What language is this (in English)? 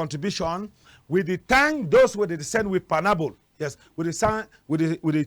Cameroon Pidgin